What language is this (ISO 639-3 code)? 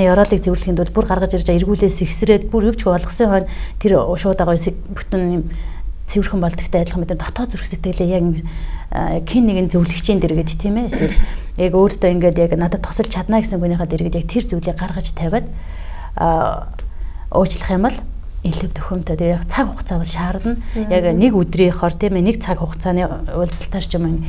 mon